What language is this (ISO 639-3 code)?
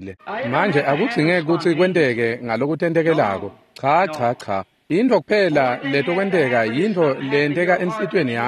ssw